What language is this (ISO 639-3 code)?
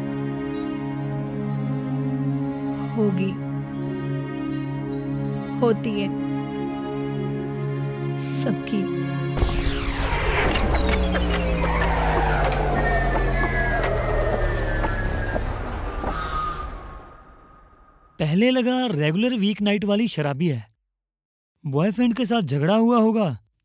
hin